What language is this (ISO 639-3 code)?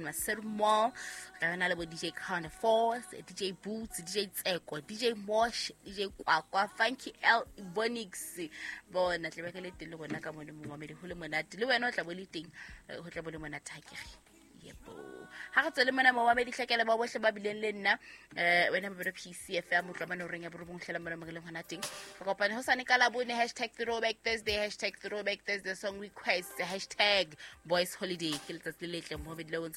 sot